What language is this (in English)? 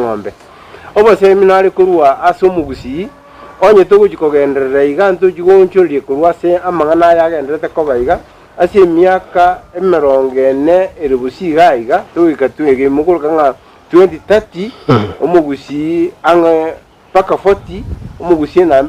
Gusii